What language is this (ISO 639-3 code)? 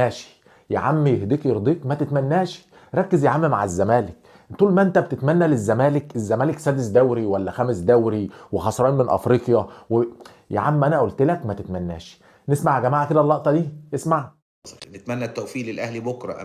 arz